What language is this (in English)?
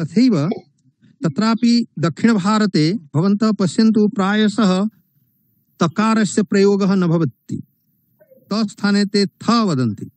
Sanskrit